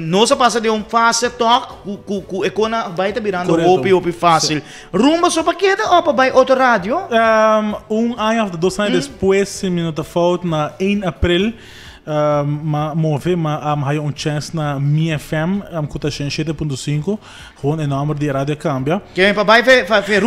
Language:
Papiamento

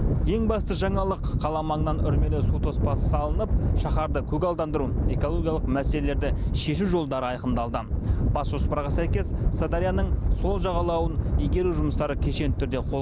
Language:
Kazakh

